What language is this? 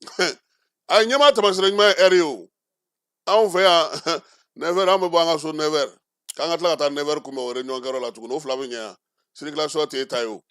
Bambara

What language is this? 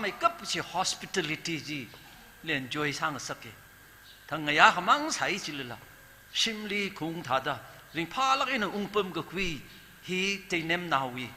Tangkhul Naga (India)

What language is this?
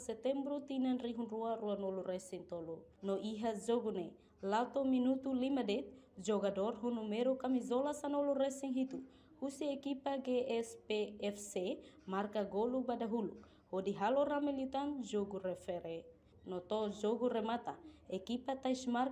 Tetum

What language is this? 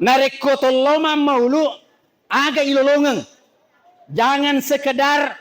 Buginese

